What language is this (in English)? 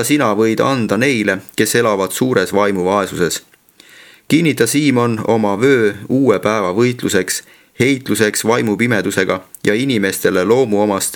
Estonian